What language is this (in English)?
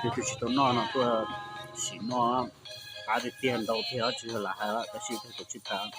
Hmong